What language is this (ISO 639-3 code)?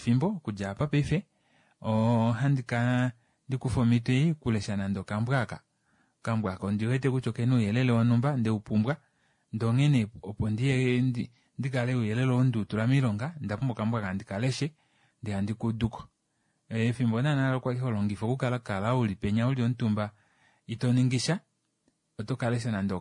kua